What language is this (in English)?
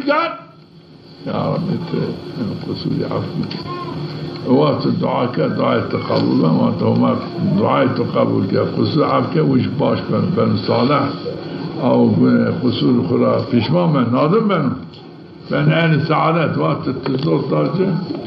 Zaza